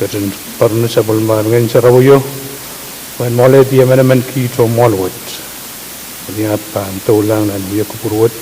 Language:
Pohnpeian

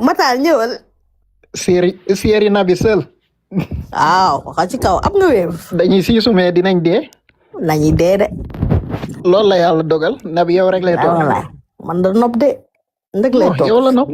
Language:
Wolof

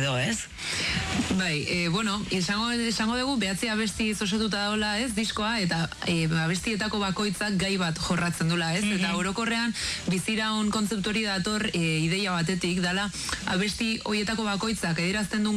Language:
Basque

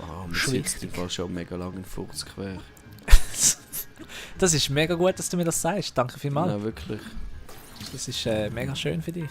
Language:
Swiss German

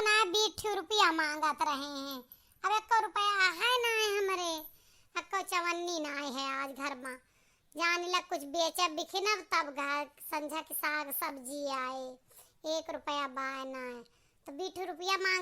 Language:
Awadhi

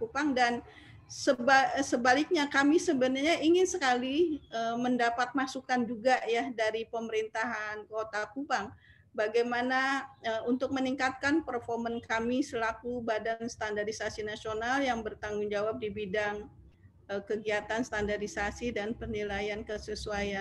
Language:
Indonesian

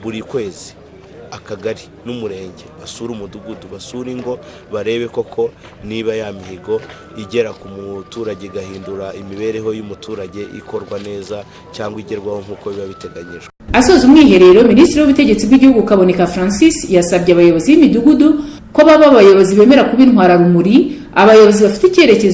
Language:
Kinyarwanda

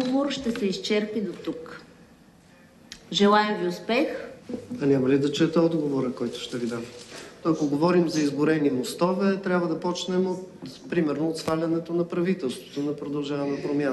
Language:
Bulgarian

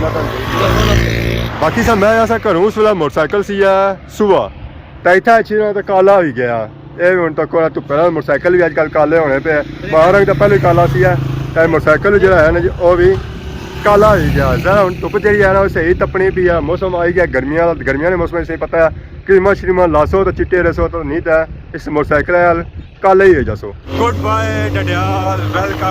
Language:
Pahari-Potwari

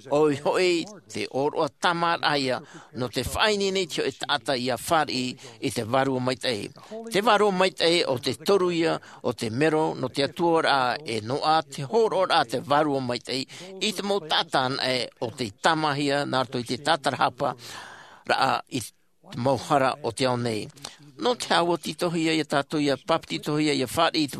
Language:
Tahitian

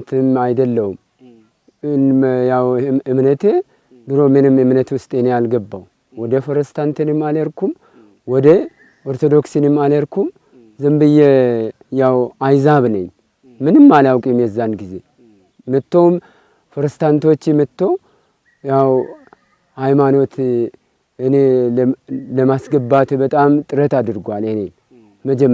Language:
Amharic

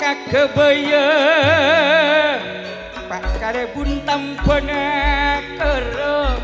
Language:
Madurese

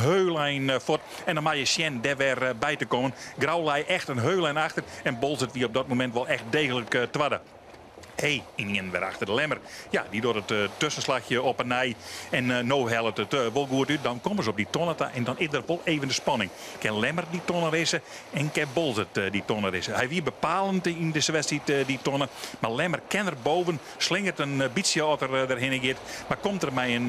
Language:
Western Frisian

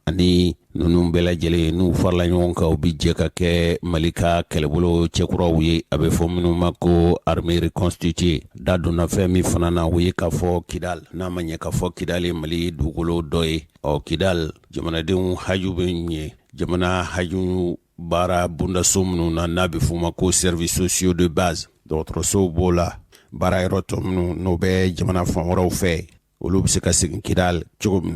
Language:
Bambara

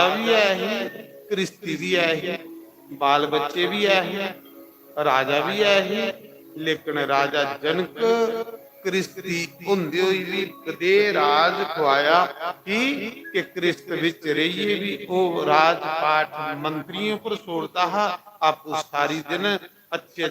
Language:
Dogri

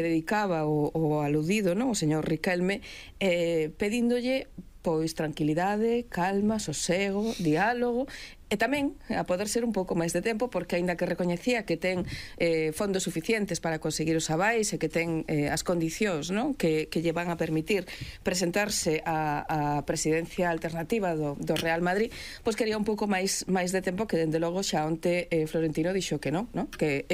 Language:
Galician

